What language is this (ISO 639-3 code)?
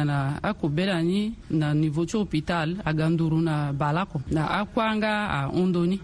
sag